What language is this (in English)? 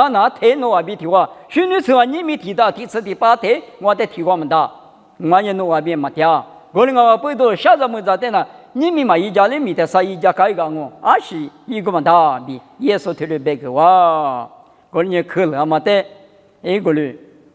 Lisu